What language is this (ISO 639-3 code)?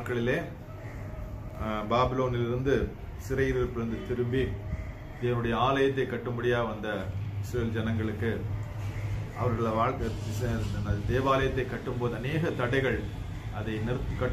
tam